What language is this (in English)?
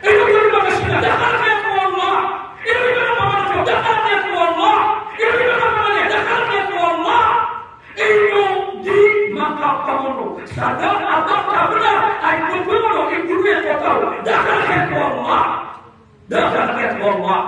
Maranao